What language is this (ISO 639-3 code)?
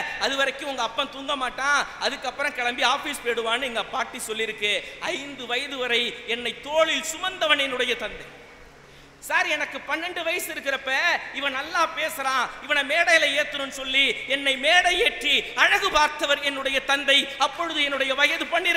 tam